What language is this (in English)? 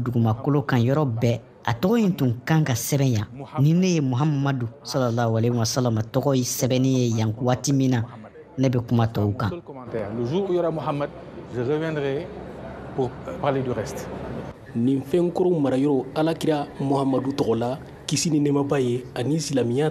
Bambara